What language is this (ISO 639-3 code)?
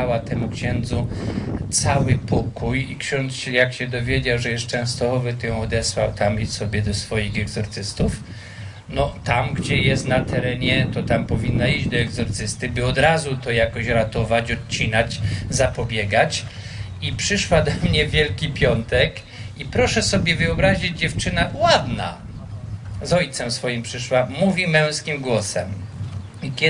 pol